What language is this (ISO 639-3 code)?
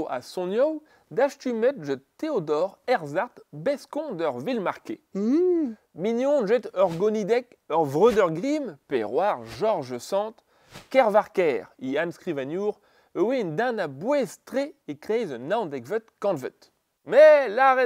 bre